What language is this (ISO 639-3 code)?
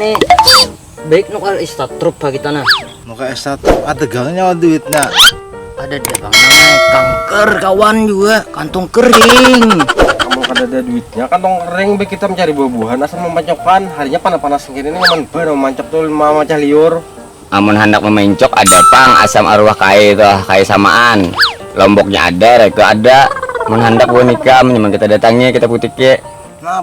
bjn